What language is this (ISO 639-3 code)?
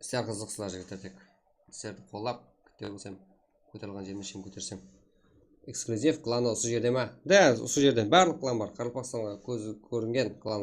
kaa